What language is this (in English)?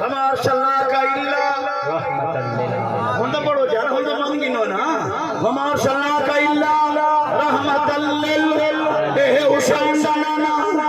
Saraiki